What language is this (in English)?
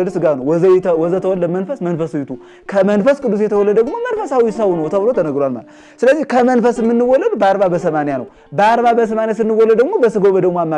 Amharic